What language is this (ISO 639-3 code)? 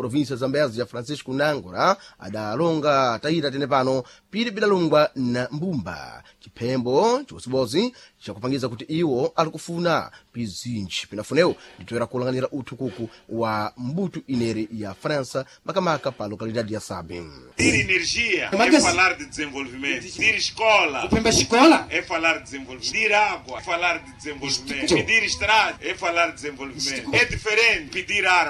seh